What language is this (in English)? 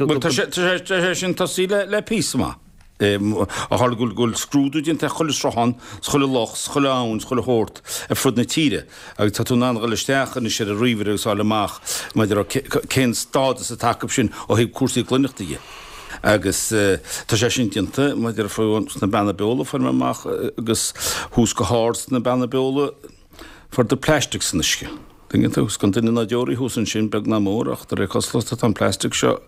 Irish